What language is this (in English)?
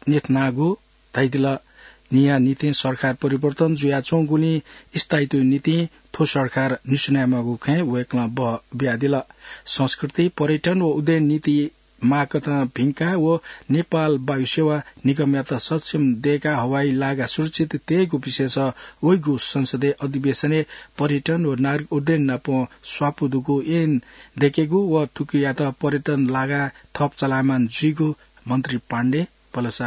Newari